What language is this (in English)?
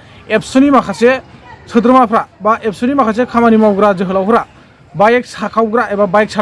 Bodo